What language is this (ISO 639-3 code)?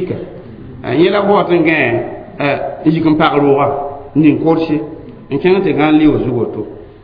mos